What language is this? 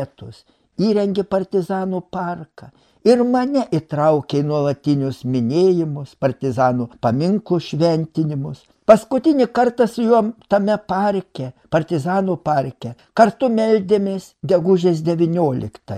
Lithuanian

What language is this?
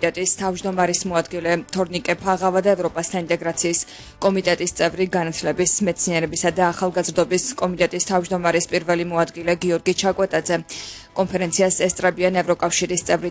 Georgian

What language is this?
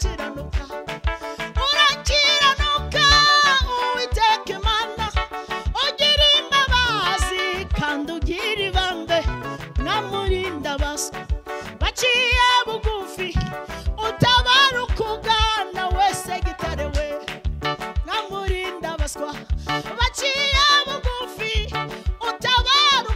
Kinyarwanda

